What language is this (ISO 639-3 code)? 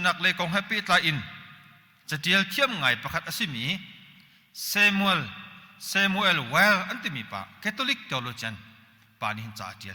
cnh